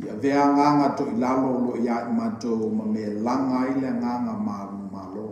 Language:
Samoan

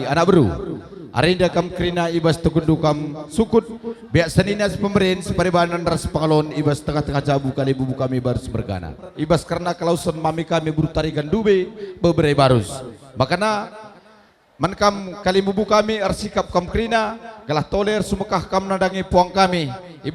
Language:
Batak Karo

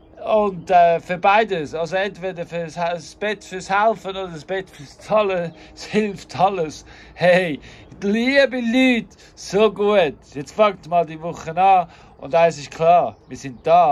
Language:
Swiss German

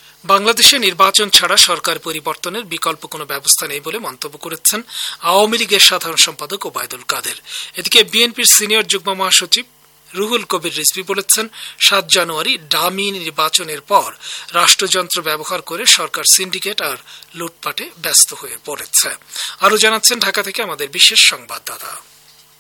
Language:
Bangla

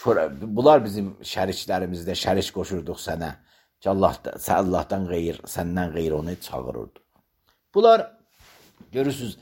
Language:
Azerbaijani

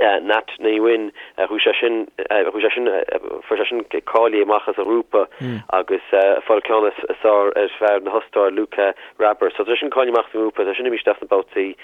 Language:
Irish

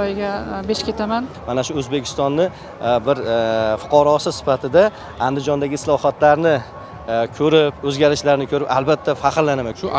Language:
Uzbek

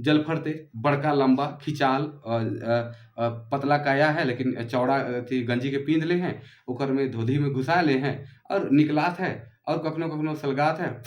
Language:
Sadri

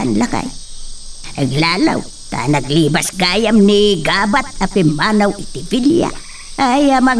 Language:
Iloko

